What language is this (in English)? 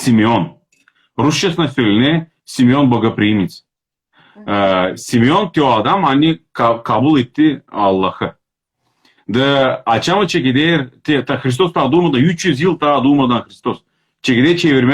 Crimean Tatar